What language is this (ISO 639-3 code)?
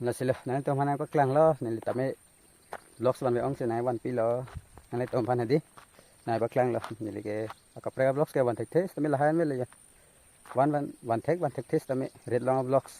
mjw